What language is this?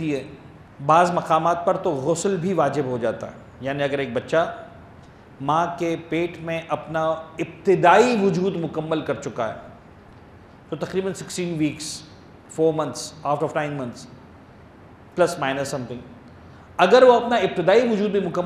Urdu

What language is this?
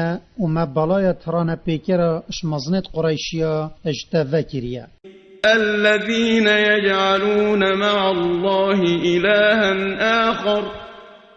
Kurdish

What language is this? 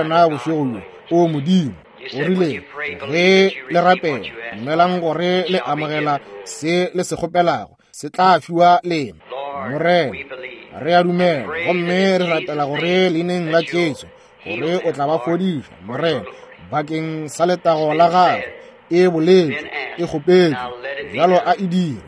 Northern Sotho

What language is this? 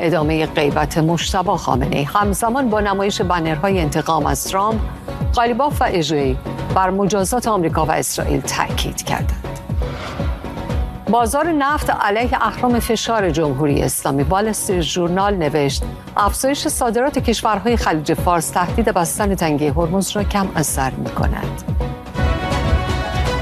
Persian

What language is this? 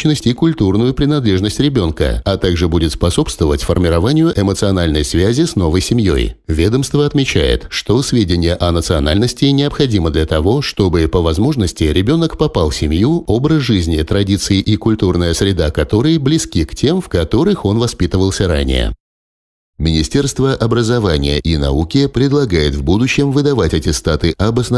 Russian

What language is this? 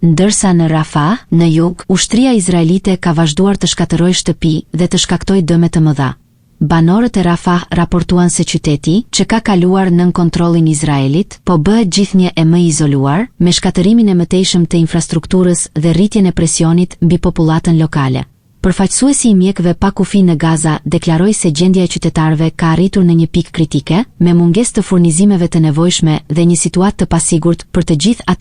Albanian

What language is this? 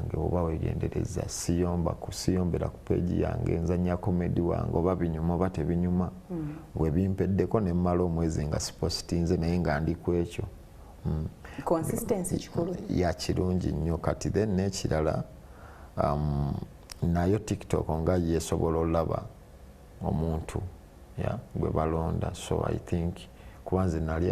Ganda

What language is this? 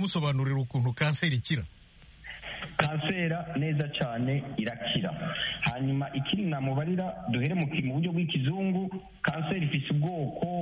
Kinyarwanda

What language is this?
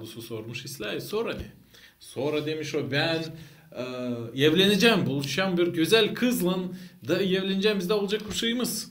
Gagauz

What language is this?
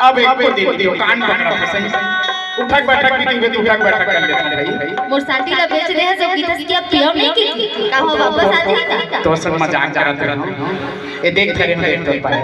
Chhattisgarhi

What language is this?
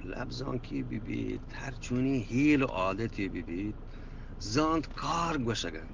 Eastern Balochi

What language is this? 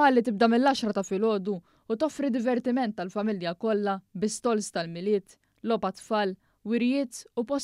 Maltese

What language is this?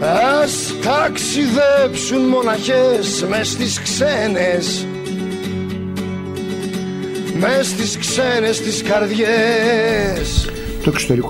Greek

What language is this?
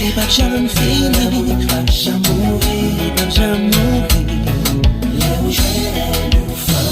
Haitian Creole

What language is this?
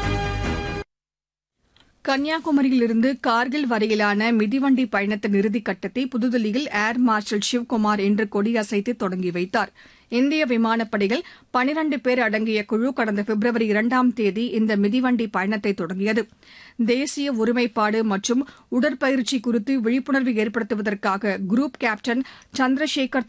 Tamil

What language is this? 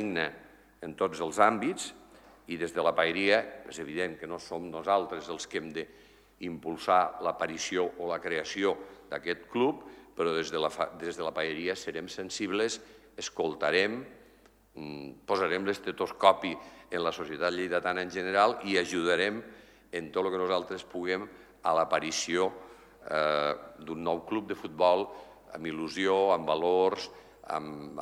Catalan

